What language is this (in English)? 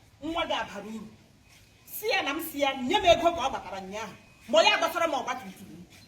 Igbo